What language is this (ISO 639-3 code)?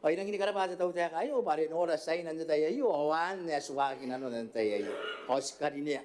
gil